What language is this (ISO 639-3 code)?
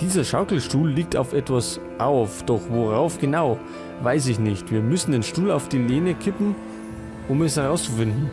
bar